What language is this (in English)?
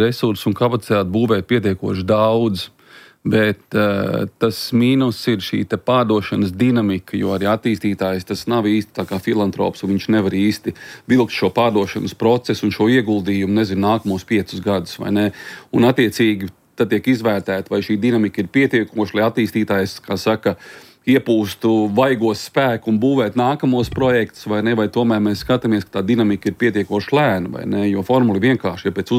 Latvian